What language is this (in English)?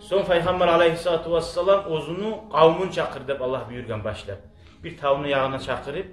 Kumyk